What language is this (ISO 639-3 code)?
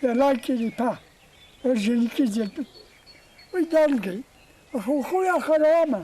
abk